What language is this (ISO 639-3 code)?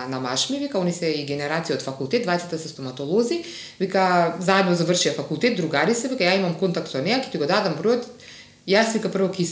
mkd